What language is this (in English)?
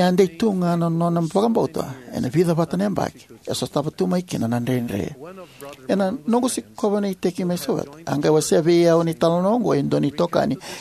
Fijian